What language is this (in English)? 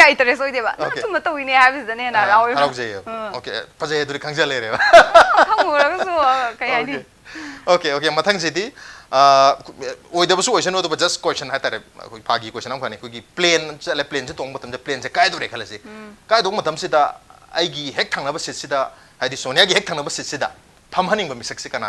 Manipuri